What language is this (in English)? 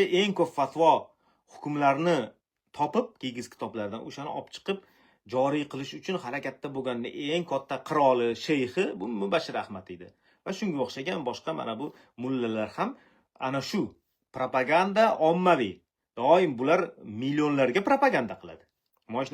Uzbek